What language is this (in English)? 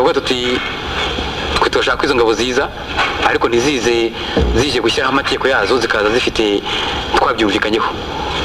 Kinyarwanda